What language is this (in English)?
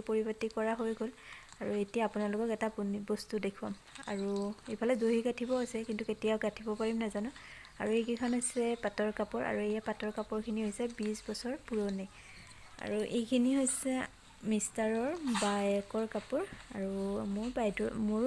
Assamese